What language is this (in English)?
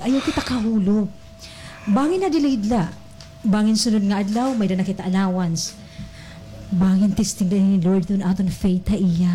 Waray